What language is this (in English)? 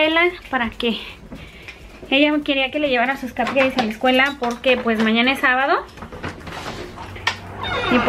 Spanish